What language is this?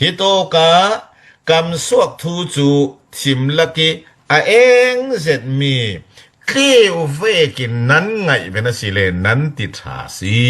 Falam Chin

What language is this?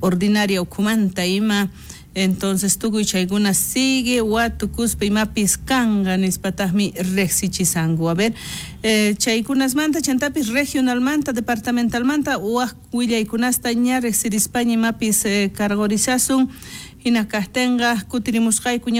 South Bolivian Quechua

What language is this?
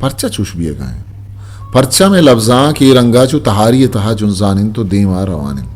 Eastern Balochi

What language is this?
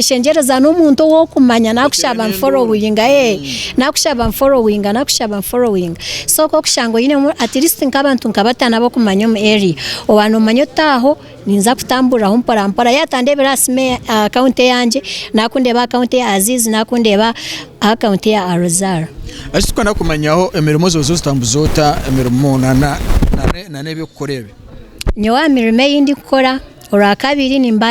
Nyankole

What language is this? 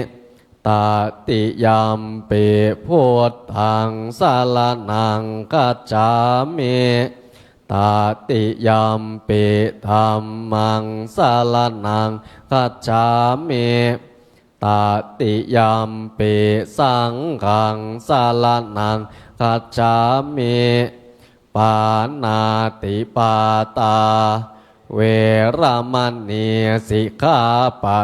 Pali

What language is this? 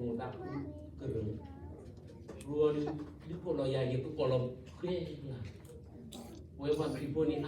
S'gaw Karen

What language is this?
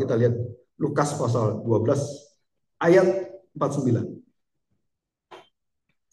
Indonesian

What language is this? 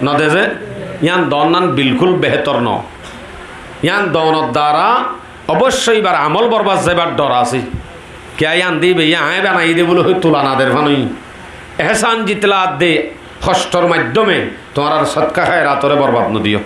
Rohingya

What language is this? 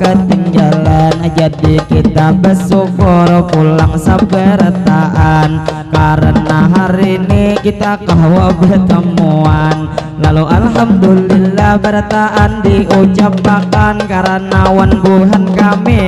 Banjar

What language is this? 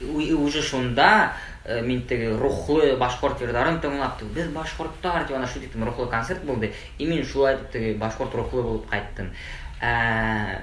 Bashkir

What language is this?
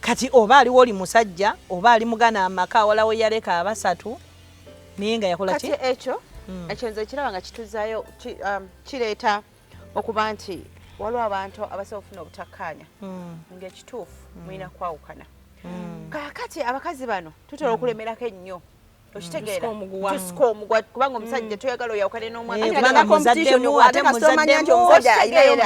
Ganda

